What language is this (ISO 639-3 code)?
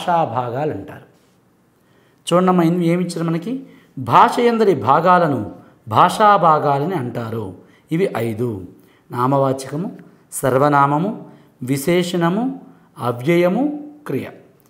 tel